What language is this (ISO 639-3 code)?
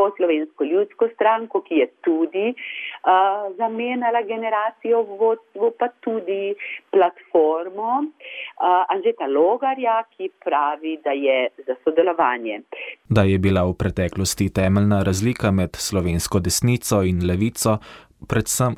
slv